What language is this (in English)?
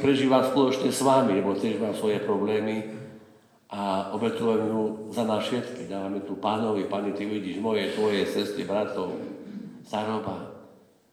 Slovak